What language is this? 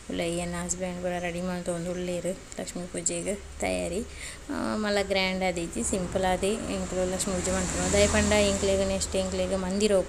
Tulu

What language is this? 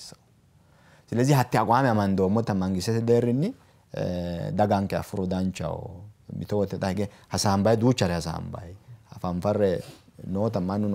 Sidamo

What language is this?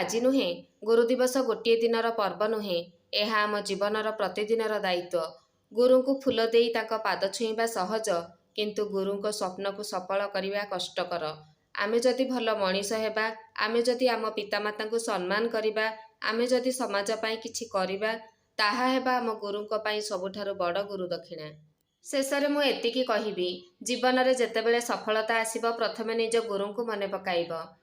Odia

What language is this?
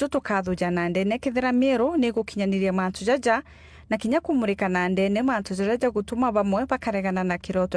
Meru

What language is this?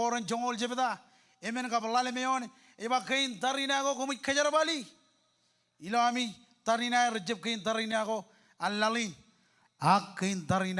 Marshallese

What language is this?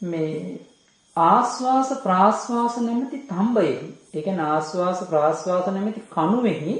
Sinhala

